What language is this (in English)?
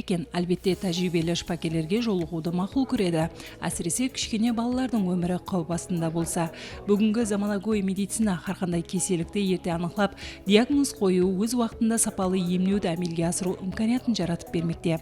Kara-Kalpak